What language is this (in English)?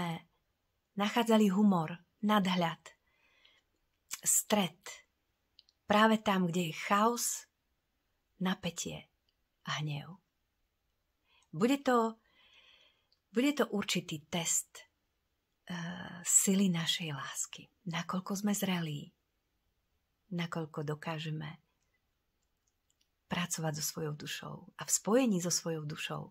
Slovak